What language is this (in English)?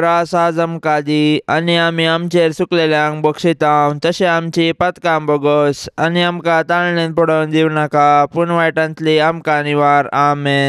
Konkani